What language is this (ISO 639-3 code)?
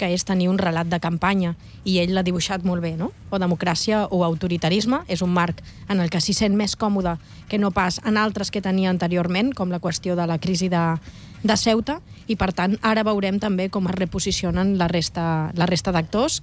cat